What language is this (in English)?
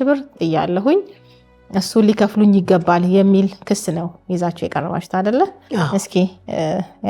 Amharic